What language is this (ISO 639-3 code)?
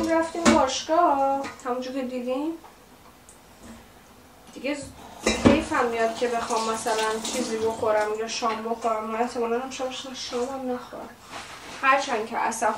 fas